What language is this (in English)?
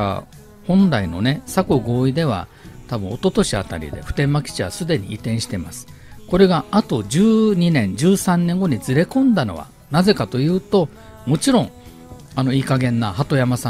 Japanese